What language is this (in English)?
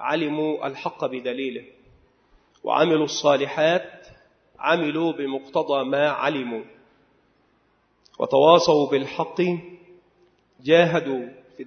Arabic